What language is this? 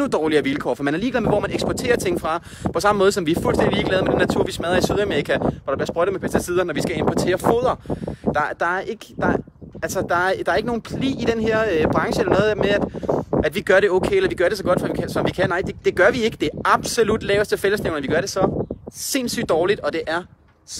Danish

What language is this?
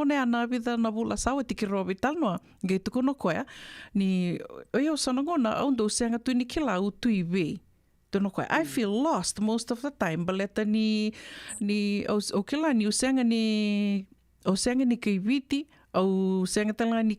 Fijian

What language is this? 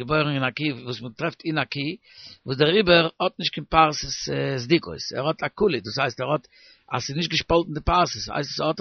Yiddish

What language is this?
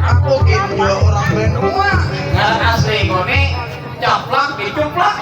Banjar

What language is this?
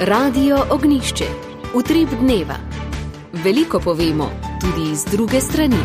Slovenian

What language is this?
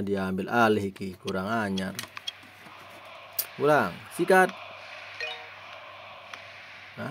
Indonesian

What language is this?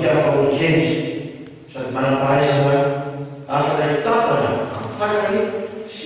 Malagasy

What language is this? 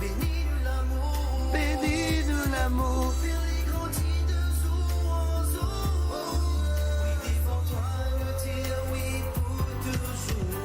Morisyen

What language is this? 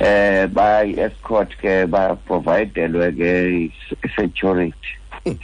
Xhosa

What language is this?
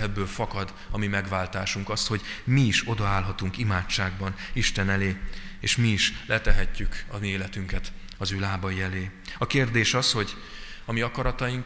Hungarian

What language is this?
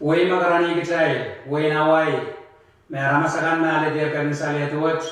Pohnpeian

